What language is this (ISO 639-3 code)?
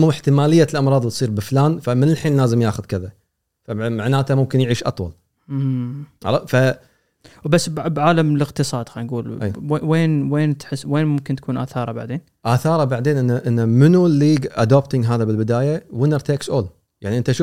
afb